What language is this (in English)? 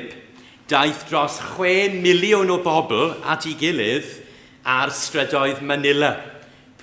Welsh